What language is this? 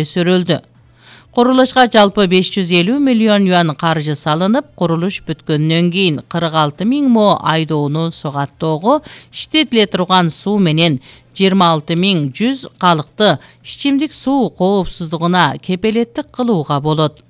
Kyrgyz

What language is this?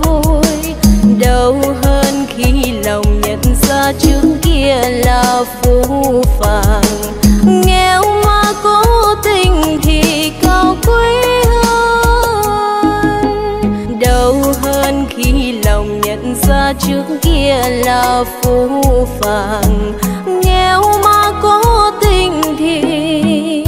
Vietnamese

